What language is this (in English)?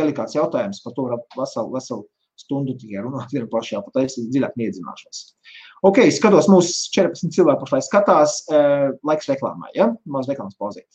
Latvian